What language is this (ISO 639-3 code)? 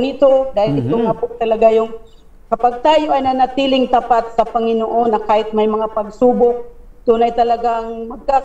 fil